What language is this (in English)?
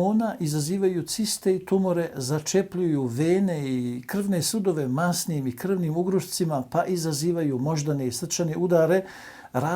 Bosnian